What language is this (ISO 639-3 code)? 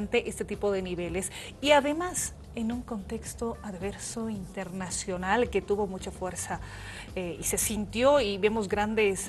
spa